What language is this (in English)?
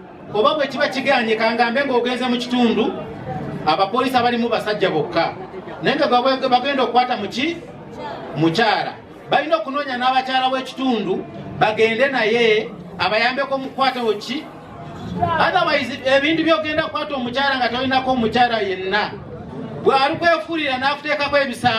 Ganda